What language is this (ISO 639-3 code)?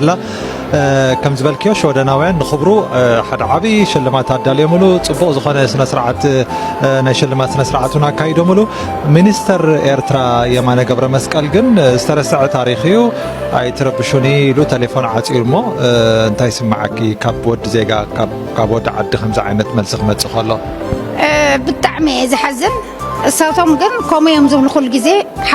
tir